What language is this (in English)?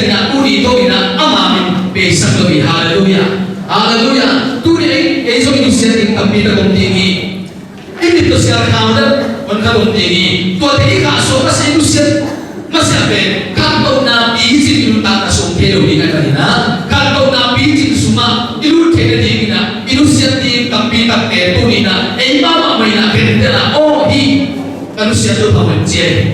Tedim Chin